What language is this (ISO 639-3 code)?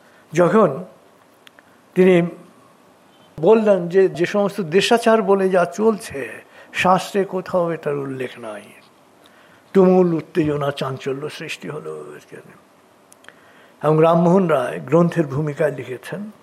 ben